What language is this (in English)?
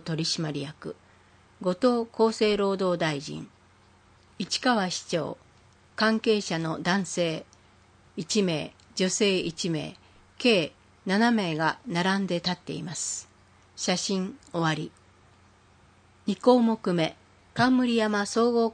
Japanese